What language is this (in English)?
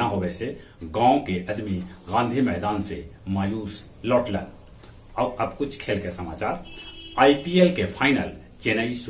Magahi